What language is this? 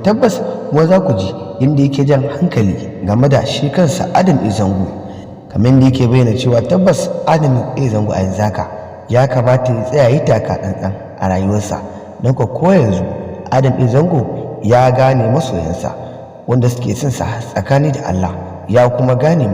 Hausa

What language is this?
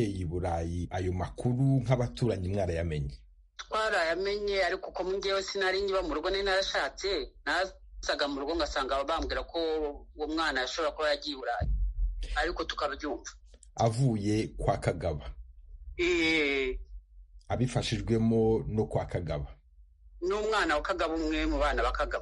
Kinyarwanda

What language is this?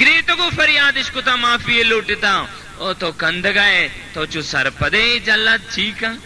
Baluchi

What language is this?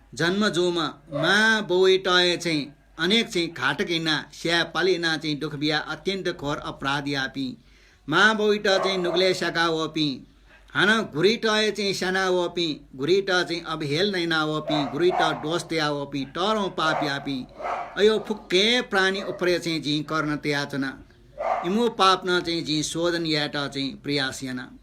Newari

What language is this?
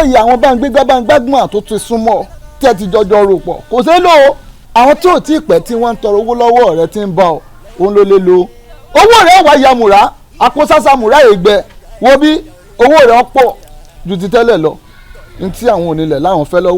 Yoruba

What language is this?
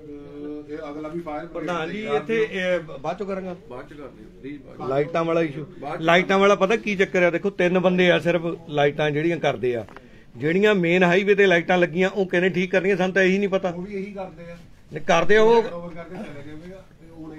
Punjabi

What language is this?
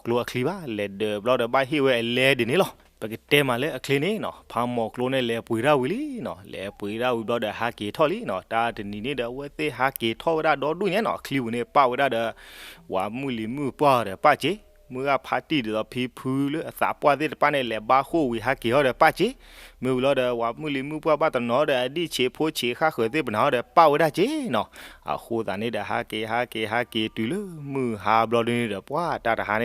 S'gaw Karen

